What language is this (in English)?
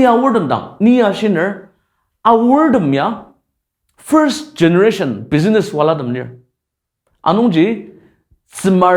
Ao Naga